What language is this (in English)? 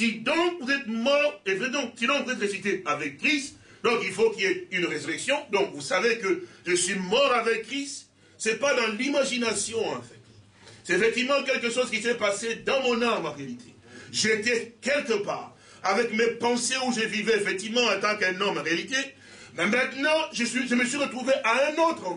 French